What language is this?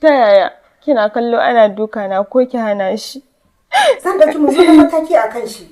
Hausa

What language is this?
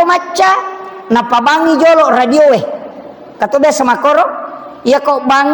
Buginese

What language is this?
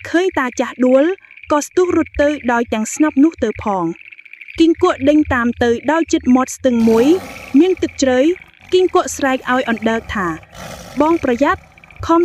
Khmer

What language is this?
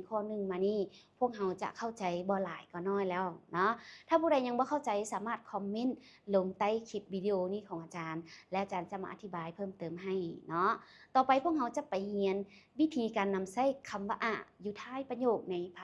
Lao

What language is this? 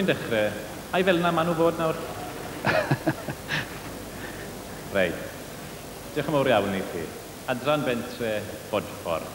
Welsh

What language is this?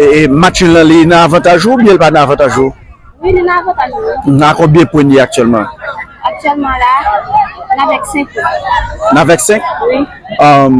Haitian Creole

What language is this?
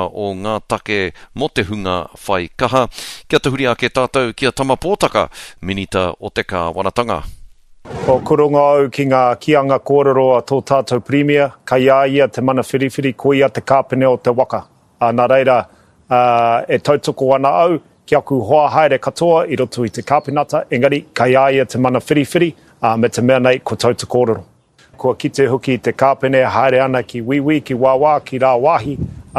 Māori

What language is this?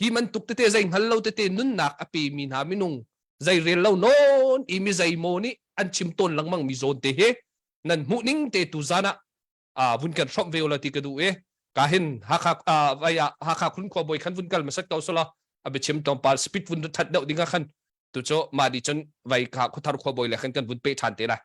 Hakha Chin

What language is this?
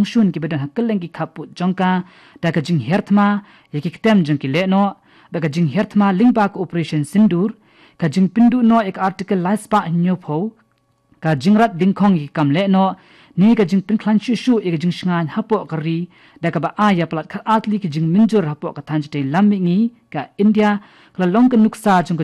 Khasi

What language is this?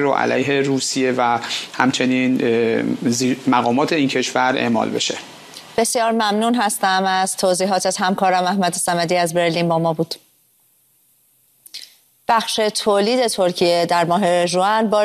Persian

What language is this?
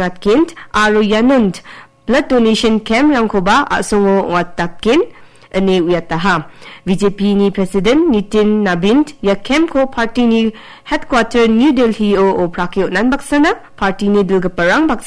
Garo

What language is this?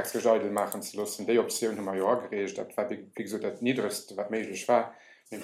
Luxembourgish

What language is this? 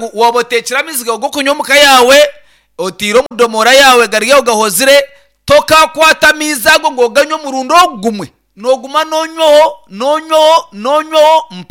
Nyankole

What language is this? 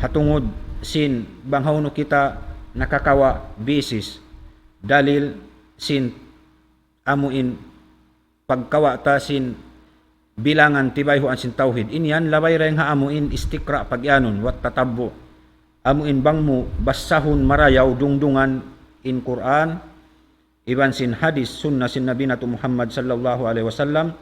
Tausug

